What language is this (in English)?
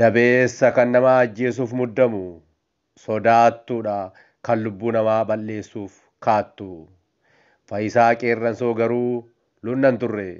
Oromo